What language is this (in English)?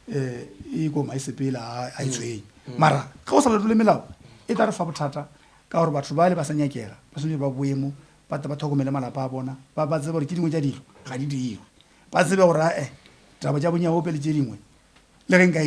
Northern Sotho